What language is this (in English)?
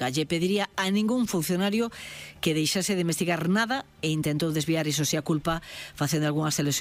Galician